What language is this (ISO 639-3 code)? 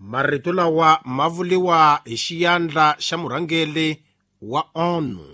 tso